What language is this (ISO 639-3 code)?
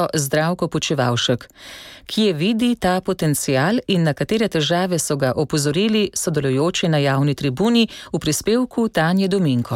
slv